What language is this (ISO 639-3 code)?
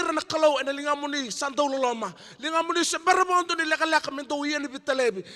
fij